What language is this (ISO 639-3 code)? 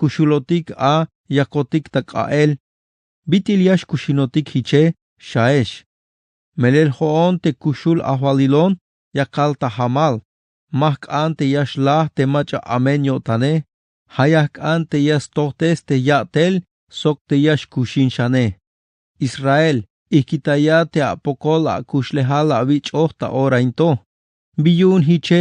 tzh